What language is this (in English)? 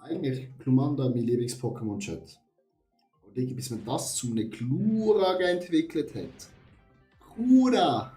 Swiss German